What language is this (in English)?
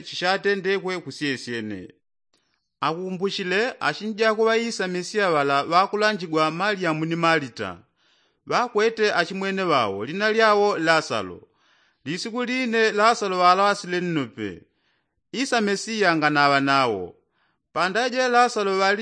Yao